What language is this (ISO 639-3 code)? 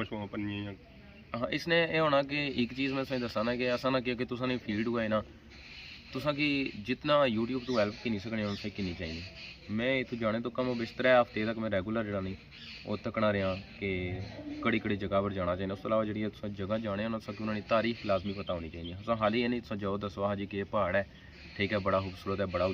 phr